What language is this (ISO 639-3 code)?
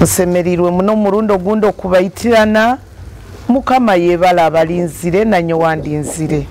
nyo